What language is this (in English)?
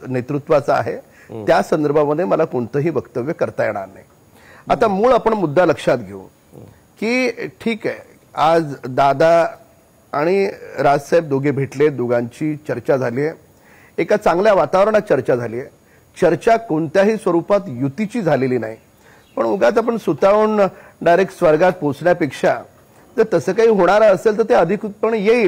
Marathi